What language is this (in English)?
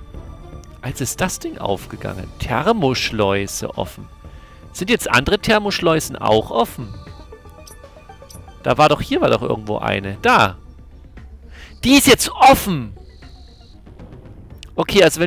German